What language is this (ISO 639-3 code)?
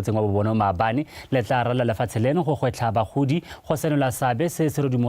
tsn